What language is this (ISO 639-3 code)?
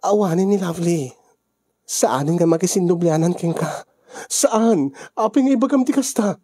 ilo